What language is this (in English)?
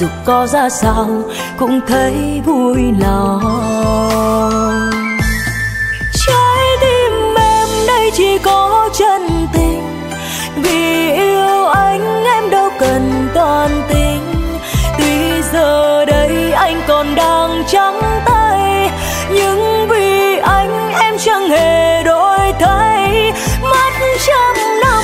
Vietnamese